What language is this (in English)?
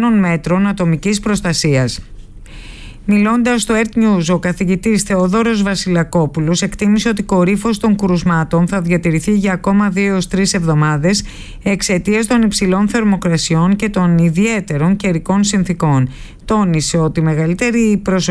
Greek